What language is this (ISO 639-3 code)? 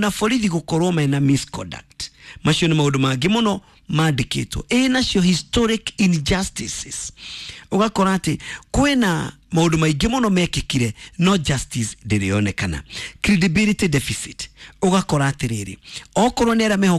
kik